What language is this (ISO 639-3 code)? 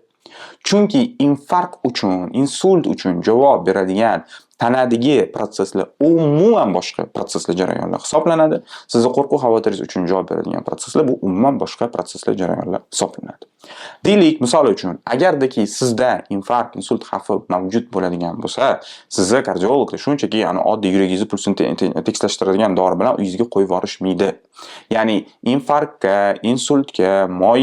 uzb